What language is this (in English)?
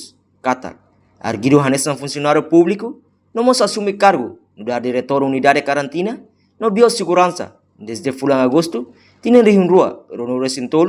Tetum